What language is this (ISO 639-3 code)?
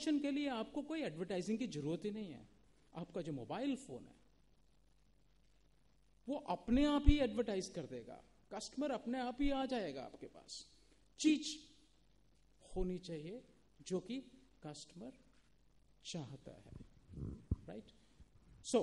hin